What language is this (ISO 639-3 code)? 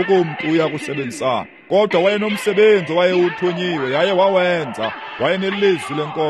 xho